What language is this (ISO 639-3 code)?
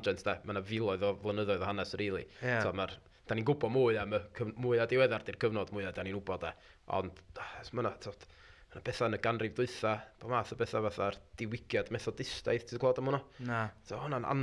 cym